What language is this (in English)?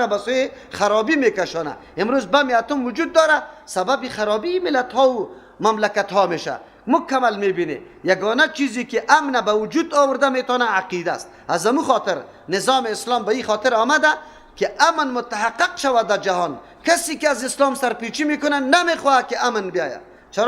Persian